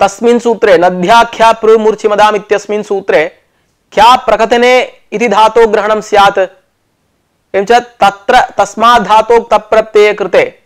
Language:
Sanskrit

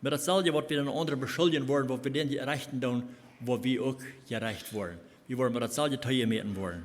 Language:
Plautdietsch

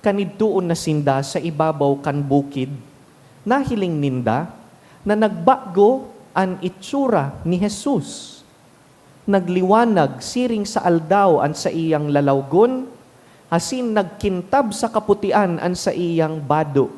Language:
Bikol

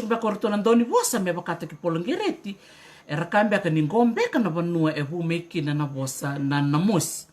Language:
Fijian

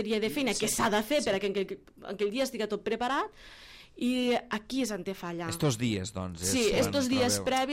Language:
Catalan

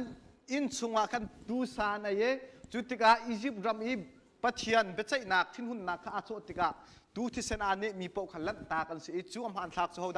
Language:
Hakha Chin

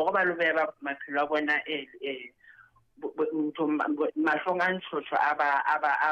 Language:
Southern Sotho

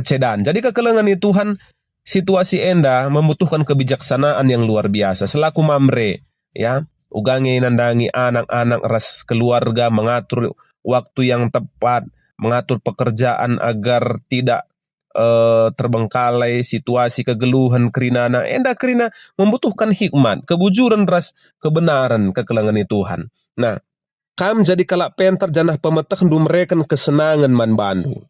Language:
Batak Karo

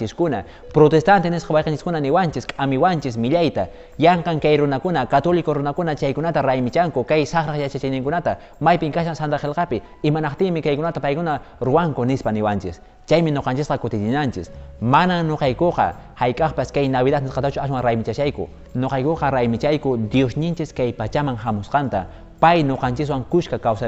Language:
Quechua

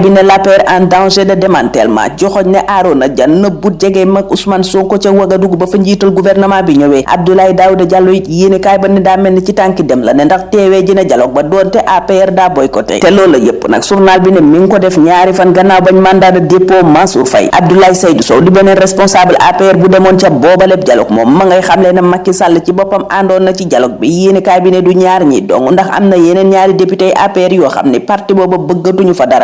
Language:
Wolof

